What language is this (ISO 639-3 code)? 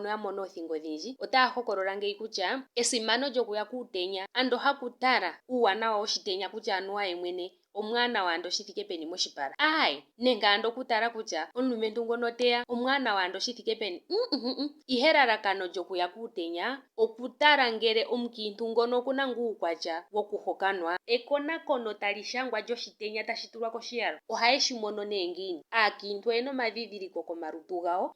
ndo